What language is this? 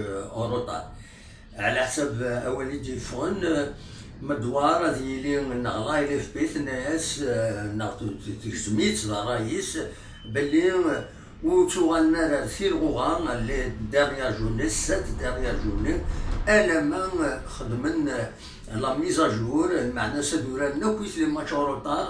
Kabyle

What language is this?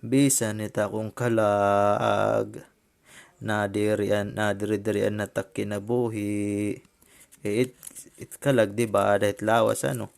Waray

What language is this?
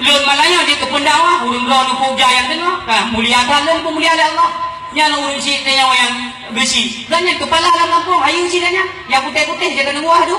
Achinese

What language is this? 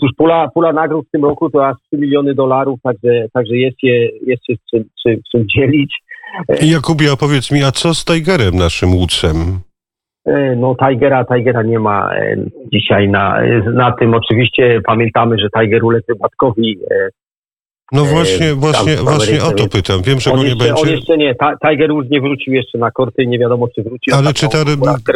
Polish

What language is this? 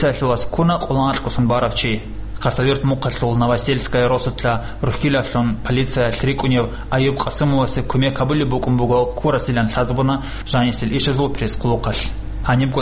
Avaric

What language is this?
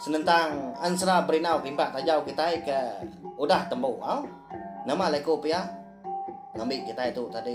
Iban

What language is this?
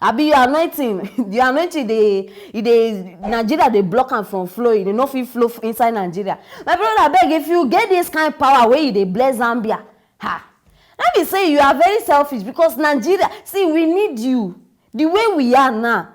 Nigerian Pidgin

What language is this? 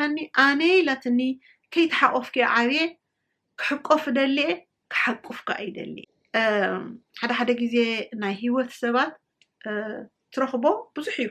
Tigrinya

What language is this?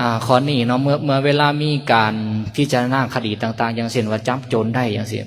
Lao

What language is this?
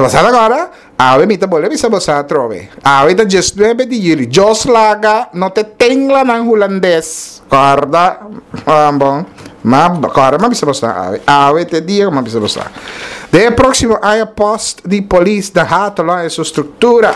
Papiamento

